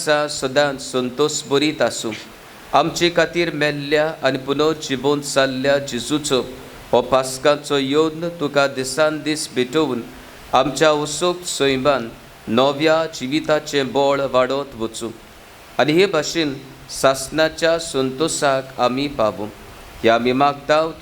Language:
Konkani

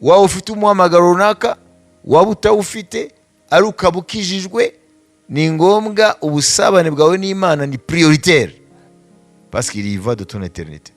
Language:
Kinyarwanda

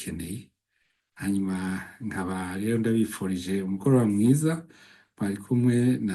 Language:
Rundi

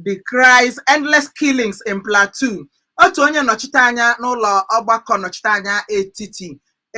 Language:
Igbo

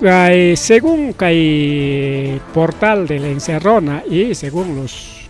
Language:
Ayacucho Quechua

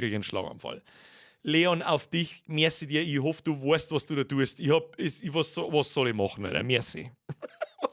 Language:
Bavarian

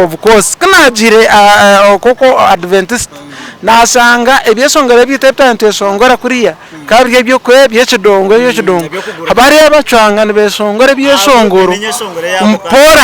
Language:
Nyankole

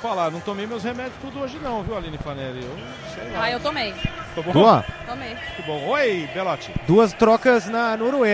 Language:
Portuguese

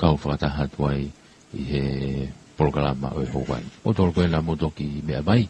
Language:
Tongan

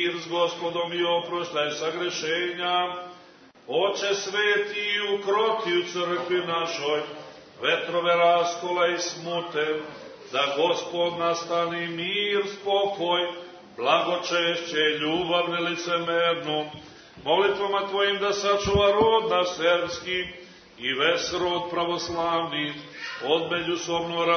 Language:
Serbian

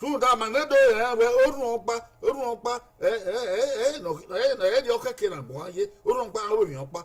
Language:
Bini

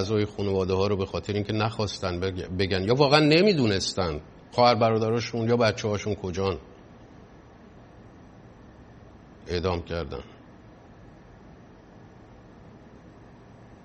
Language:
Persian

